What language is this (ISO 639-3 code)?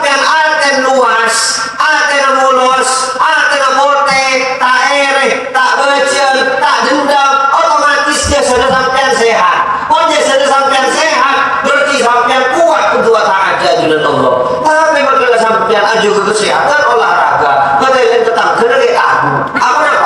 mad